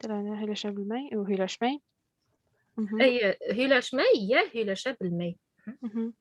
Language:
Bashkir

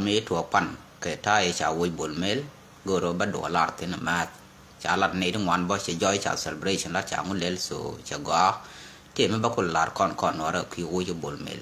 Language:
Nuer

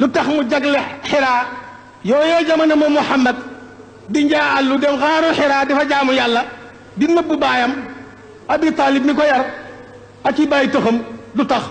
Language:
Wolof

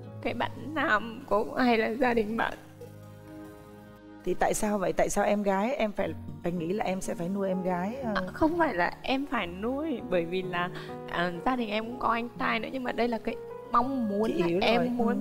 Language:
Vietnamese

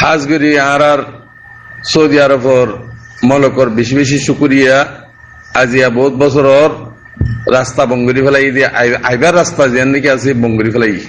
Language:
Rohingya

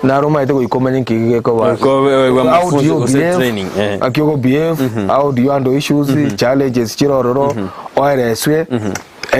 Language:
Gusii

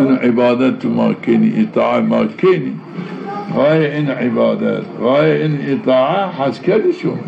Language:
Zaza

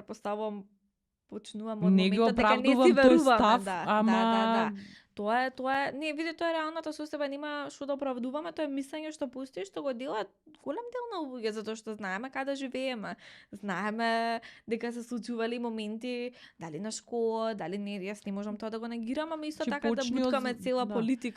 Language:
Macedonian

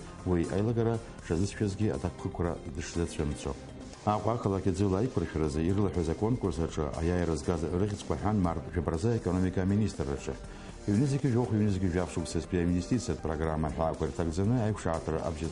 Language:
Abkhazian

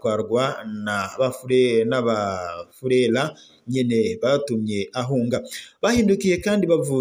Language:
Rundi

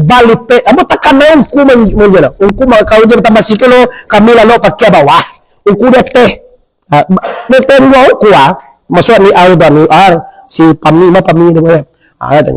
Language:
Minangkabau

